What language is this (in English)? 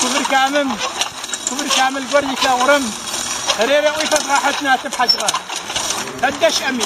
Adyghe